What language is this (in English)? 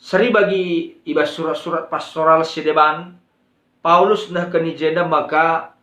Batak Karo